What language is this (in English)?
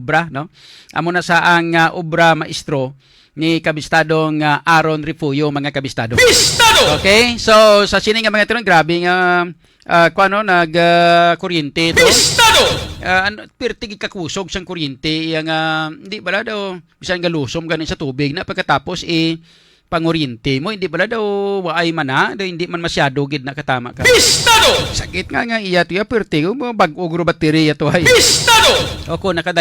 Hiligaynon